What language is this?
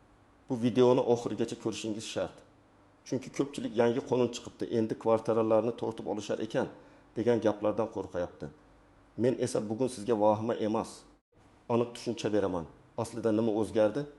Uzbek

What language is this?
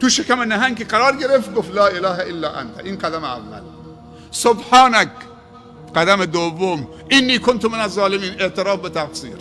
Persian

